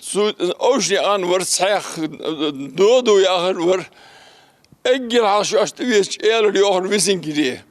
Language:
Ingush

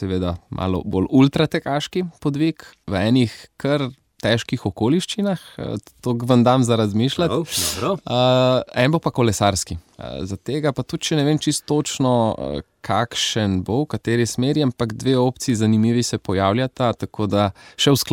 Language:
Slovenian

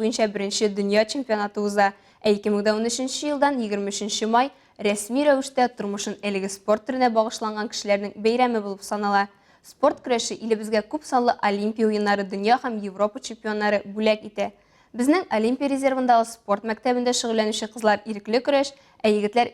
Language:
Tatar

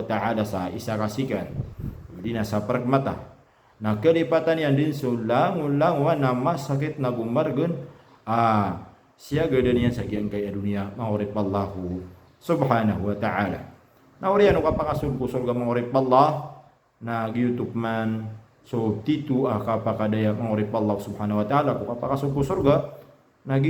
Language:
Maranao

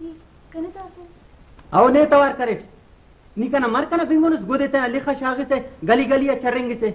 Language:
Brahui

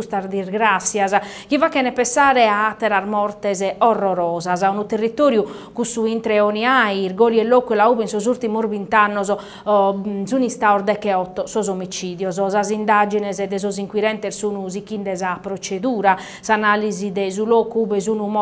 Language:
Sardinian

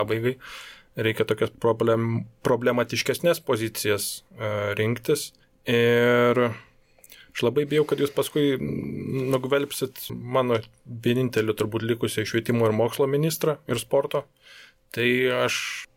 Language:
Lithuanian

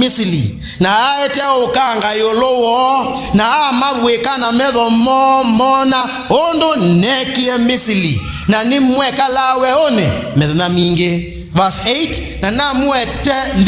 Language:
Kamba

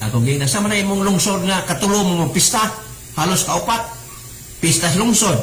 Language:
Cebuano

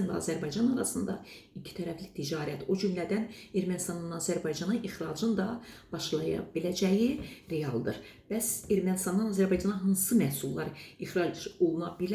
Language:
Azerbaijani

